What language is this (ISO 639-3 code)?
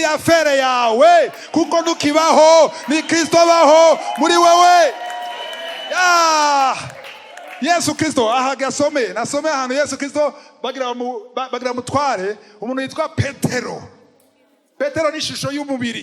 run